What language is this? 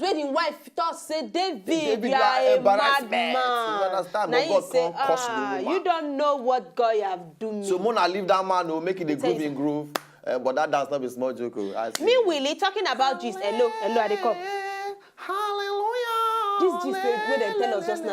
Nigerian Pidgin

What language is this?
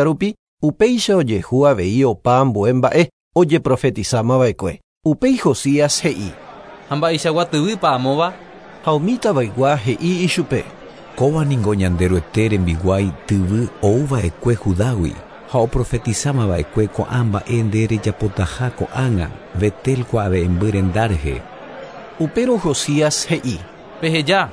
Guarani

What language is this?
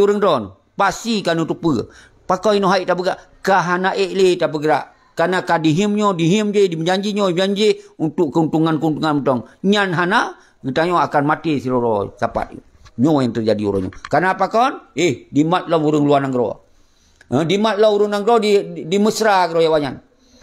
Achinese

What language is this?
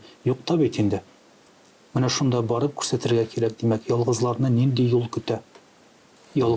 Tatar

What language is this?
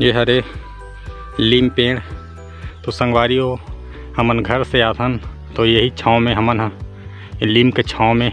Chhattisgarhi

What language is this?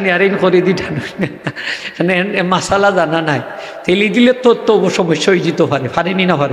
Sylheti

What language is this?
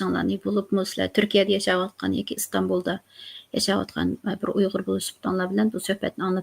Uyghur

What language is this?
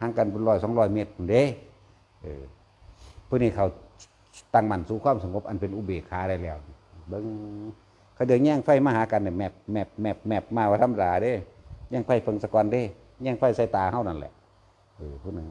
Northeastern Thai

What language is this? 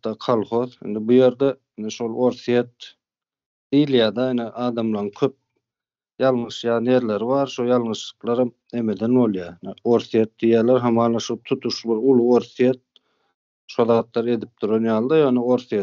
Turkmen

